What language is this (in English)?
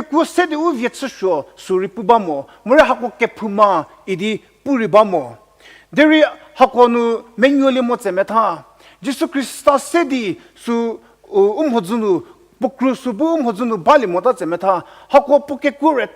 Angami Naga